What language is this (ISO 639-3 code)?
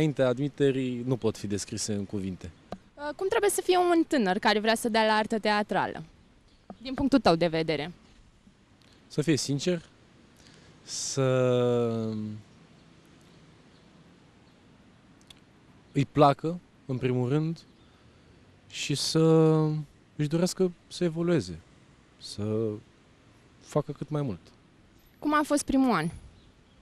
ron